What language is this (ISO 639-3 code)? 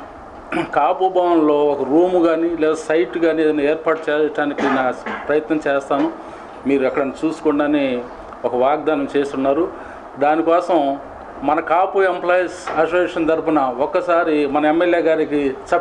tel